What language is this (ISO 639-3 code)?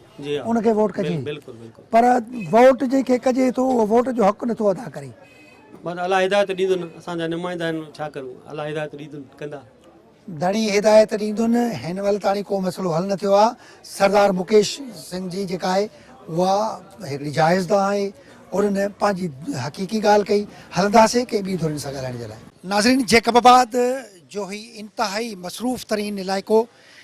snd